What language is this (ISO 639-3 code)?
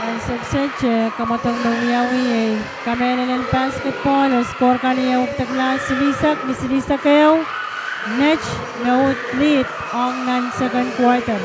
pon